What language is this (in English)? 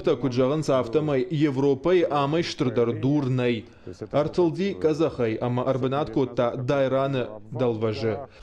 Ossetic